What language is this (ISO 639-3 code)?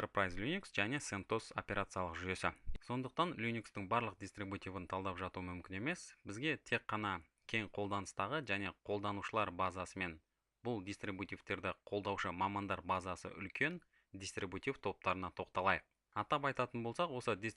kaz